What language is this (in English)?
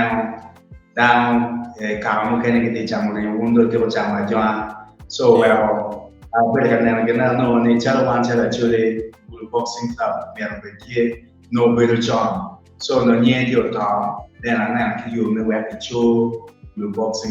Acoli